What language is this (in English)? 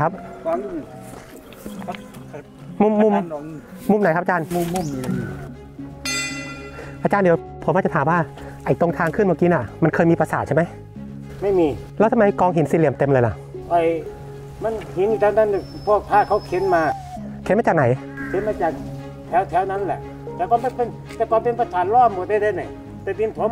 Thai